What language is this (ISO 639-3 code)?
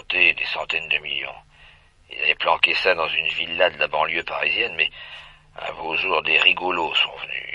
fra